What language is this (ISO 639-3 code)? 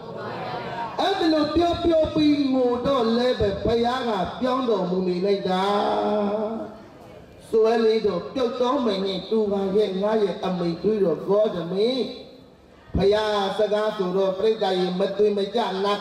mya